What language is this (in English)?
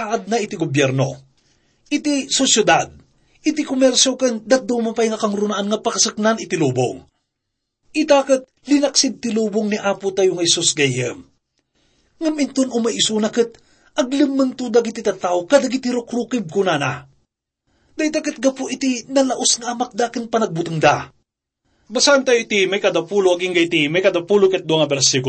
Iloko